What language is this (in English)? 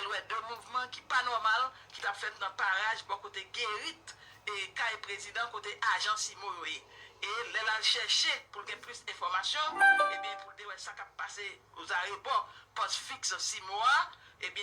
Haitian Creole